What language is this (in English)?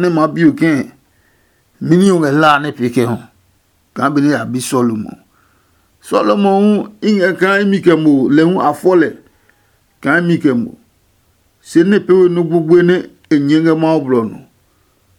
Adangme